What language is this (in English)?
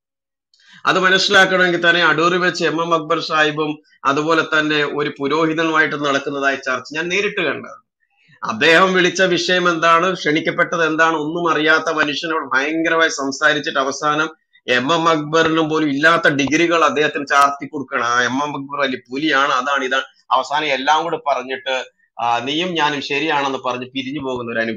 Malayalam